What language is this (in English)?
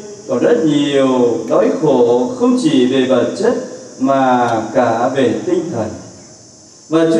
Vietnamese